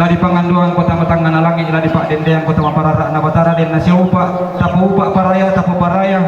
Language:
Toraja-Sa'dan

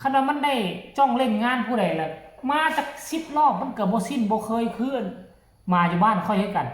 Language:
Northeastern Thai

